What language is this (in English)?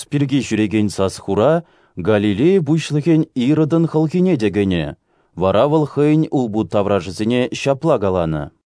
Chuvash